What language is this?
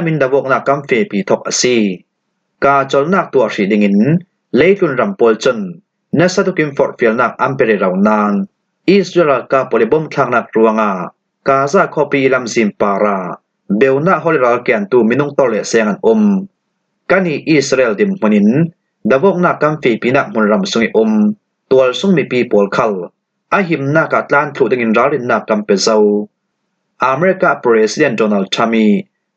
Falam Chin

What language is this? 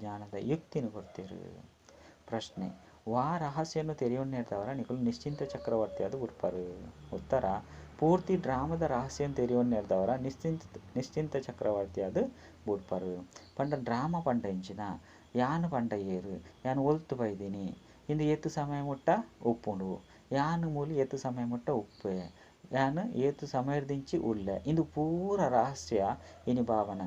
Tulu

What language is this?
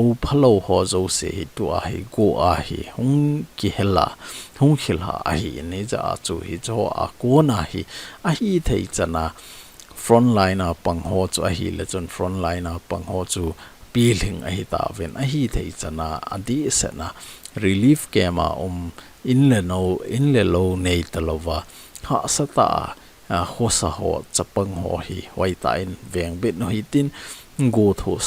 Thado Chin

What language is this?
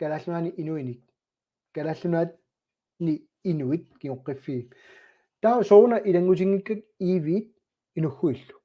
Kalaallisut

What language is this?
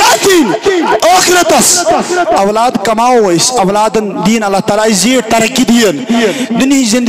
Kashmiri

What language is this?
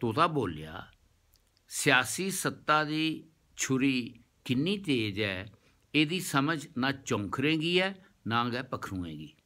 Dogri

